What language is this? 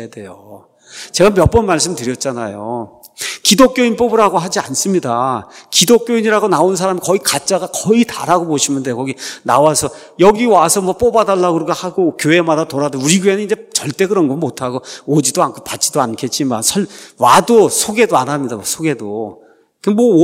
Korean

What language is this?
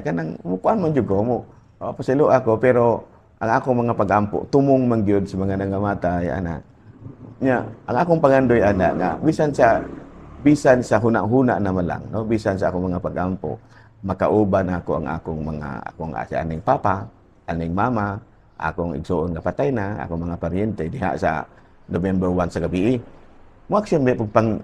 Cebuano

